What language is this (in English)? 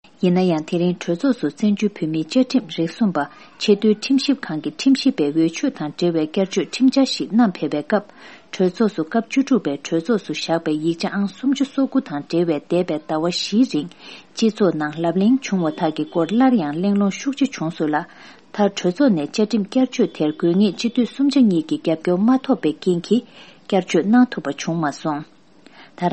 Tibetan